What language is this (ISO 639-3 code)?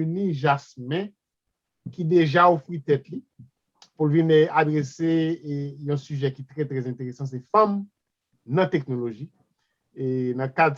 hat